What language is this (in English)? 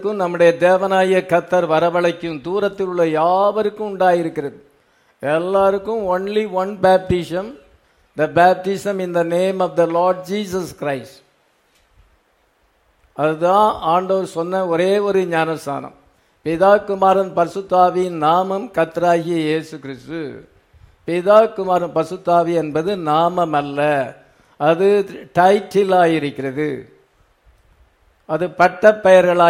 Tamil